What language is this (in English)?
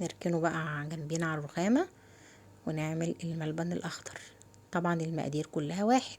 Egyptian Arabic